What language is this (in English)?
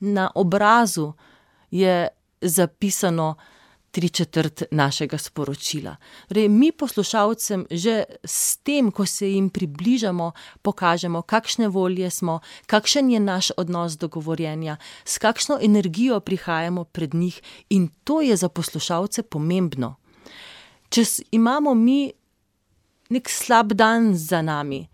Slovenian